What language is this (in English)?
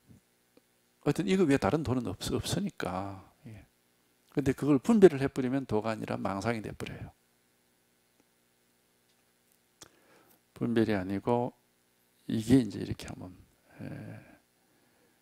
Korean